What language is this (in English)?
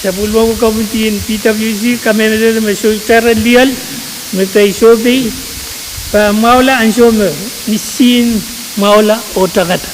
Pohnpeian